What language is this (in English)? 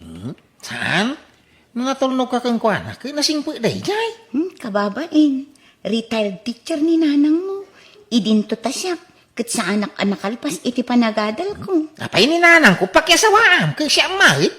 Iloko